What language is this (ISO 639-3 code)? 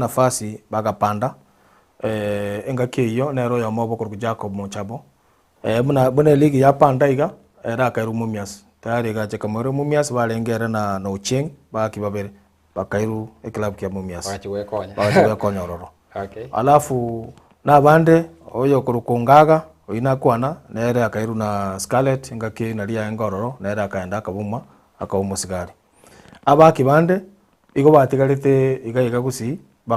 guz